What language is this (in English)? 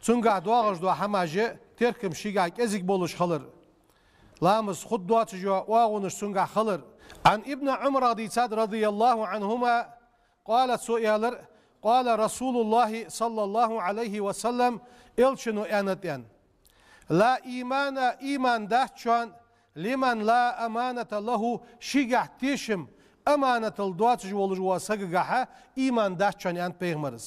Ingush